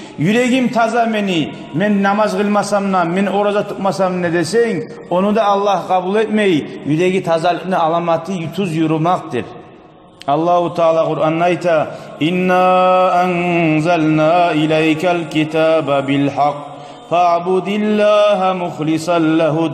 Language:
Kumyk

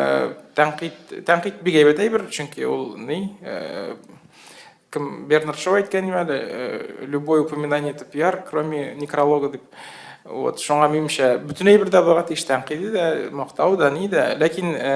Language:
Tatar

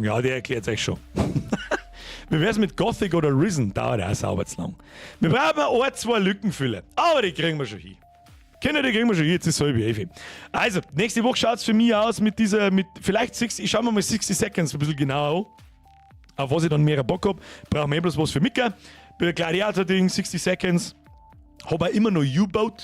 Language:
Bavarian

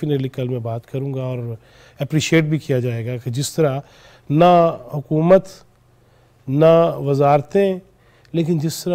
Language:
Urdu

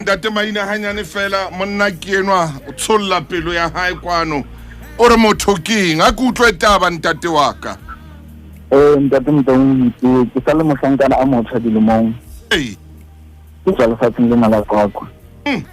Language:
Southern Sotho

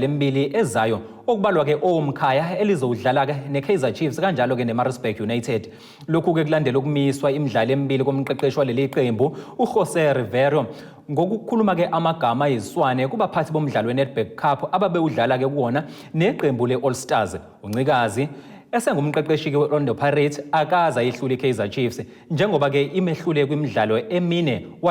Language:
Zulu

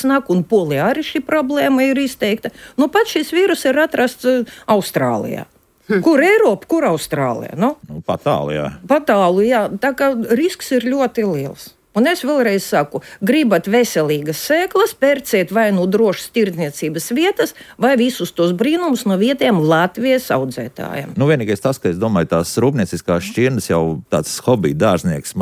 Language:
Latvian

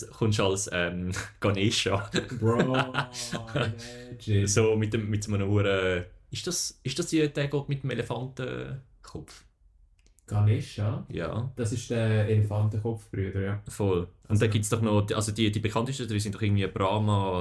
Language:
German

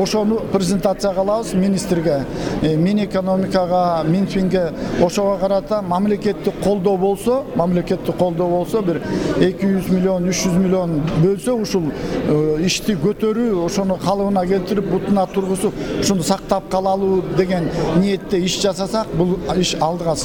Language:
Kyrgyz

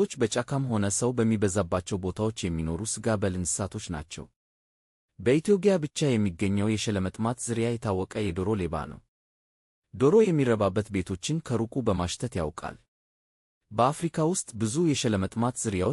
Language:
Amharic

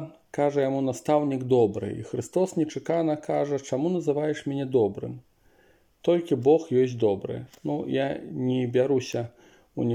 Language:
Belarusian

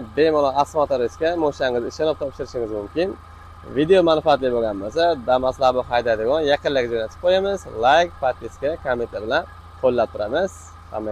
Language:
Uzbek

